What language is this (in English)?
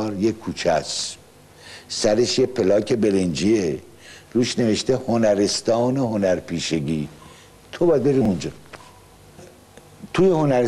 Persian